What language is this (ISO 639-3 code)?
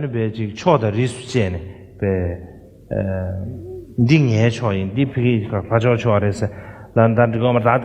bod